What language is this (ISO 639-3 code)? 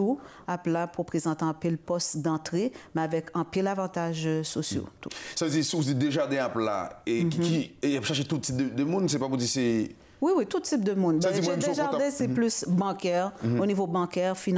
fra